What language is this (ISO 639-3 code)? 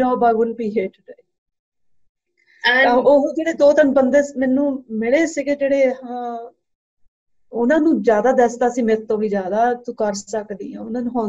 pan